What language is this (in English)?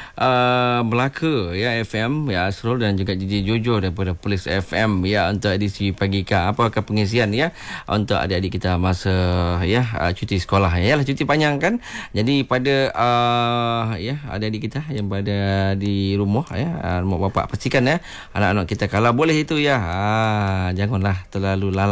Malay